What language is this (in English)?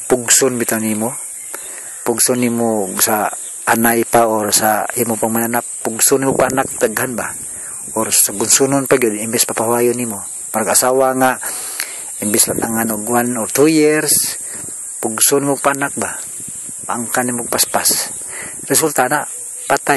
Cebuano